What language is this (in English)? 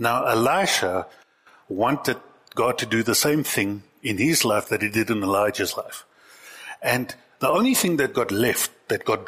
English